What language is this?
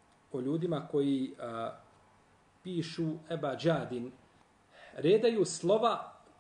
Bosnian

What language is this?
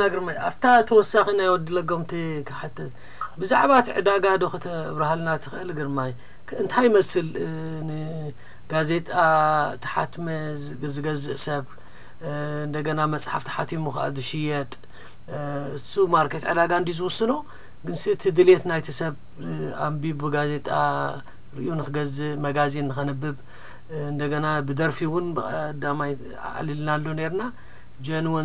Tigrinya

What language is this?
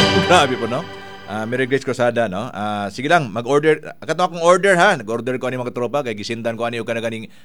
Cebuano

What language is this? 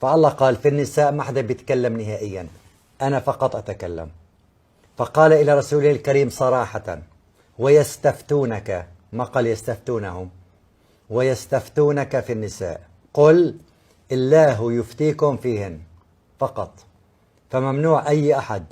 Kabyle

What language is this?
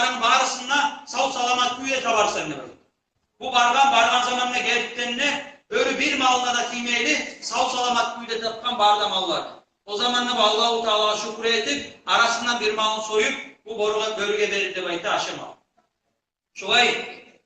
Kumyk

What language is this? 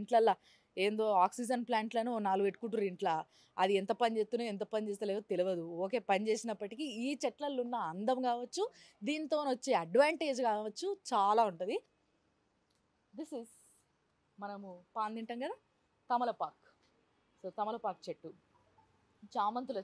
Telugu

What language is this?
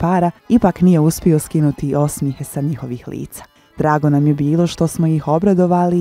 Bosnian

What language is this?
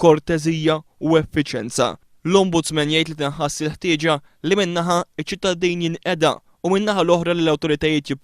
Maltese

